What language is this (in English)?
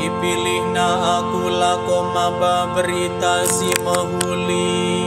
Batak Karo